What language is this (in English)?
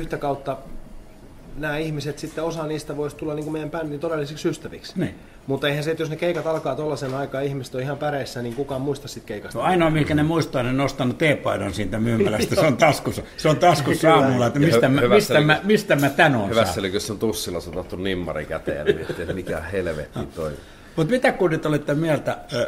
Finnish